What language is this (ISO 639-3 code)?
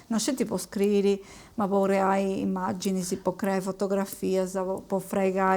srd